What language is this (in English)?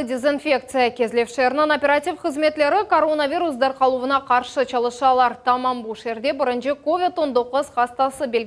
Crimean Tatar